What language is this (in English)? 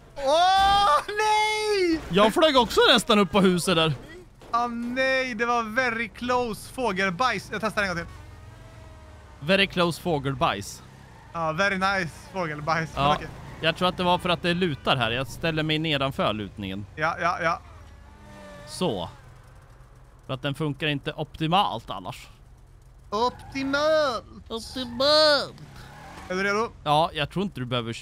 Swedish